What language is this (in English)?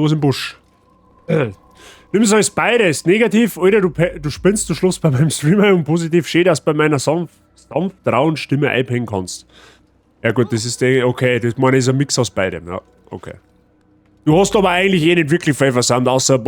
Bavarian